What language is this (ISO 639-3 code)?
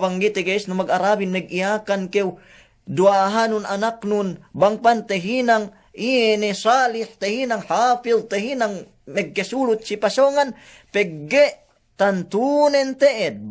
yka